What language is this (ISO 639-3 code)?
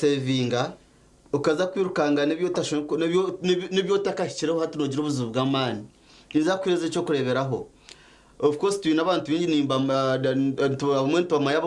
nyn